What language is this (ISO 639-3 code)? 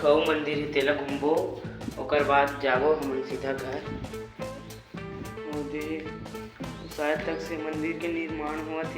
hne